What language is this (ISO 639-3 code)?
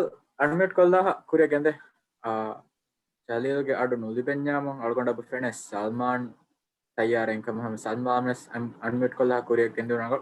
div